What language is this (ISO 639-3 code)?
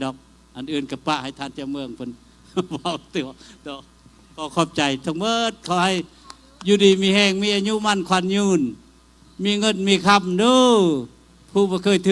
lao